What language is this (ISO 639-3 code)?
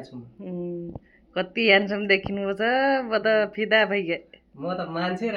nep